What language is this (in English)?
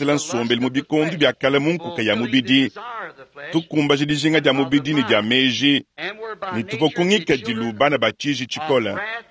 Luba-Lulua